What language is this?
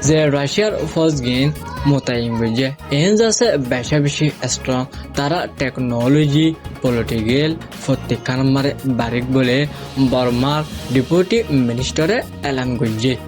Rohingya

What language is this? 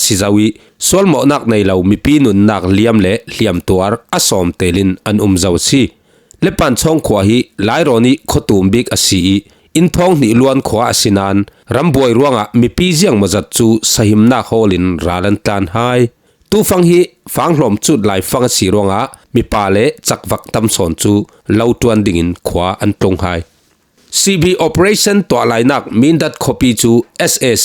Falam Chin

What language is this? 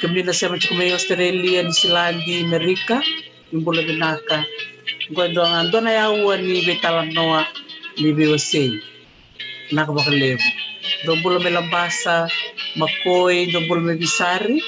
Fijian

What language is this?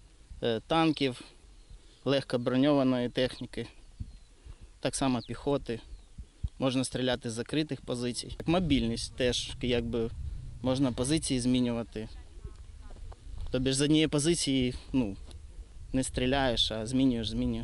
Ukrainian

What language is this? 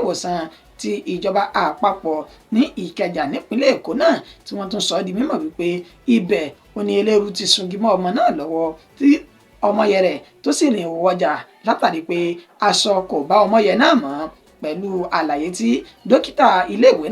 Yoruba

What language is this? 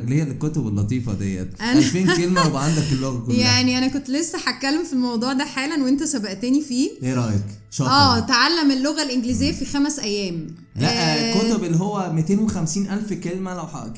Egyptian Arabic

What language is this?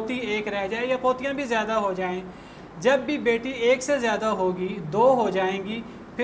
Urdu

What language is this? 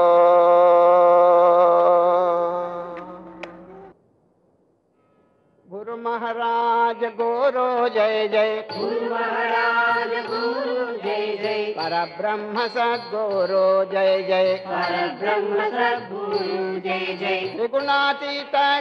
Telugu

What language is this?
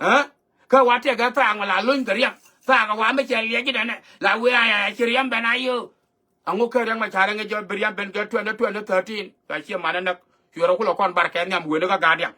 Nuer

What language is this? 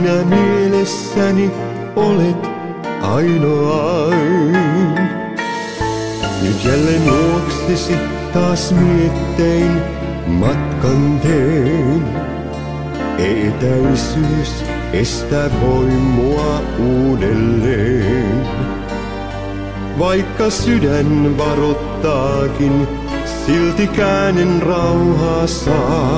Finnish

